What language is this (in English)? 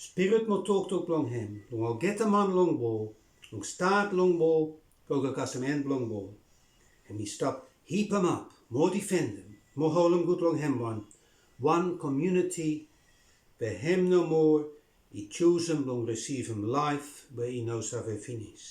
Bislama